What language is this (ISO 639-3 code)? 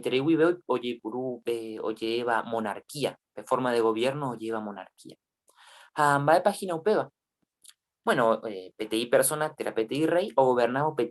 grn